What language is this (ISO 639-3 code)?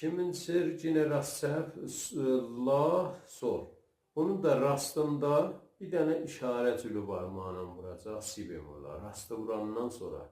azb